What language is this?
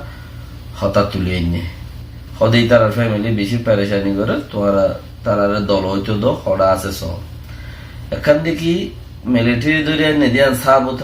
Rohingya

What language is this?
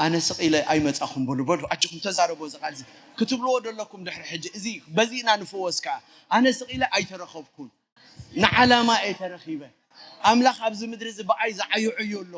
Tigrinya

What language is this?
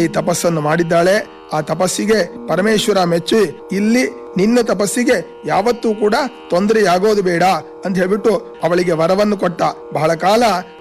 Kannada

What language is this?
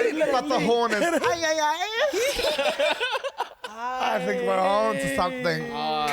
Māori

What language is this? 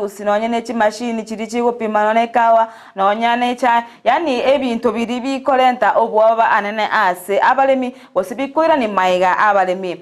Gusii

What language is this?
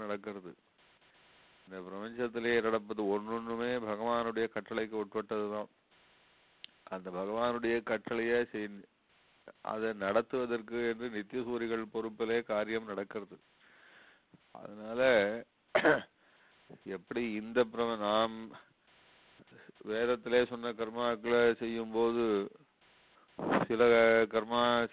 Tamil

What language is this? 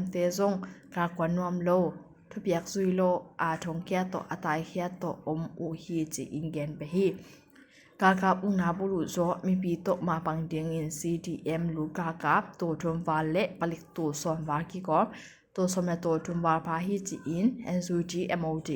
Tedim Chin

